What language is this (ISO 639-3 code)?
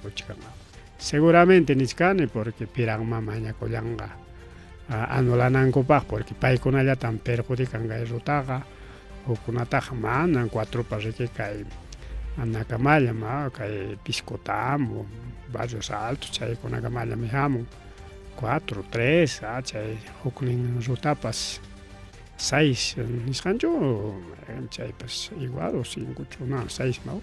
quy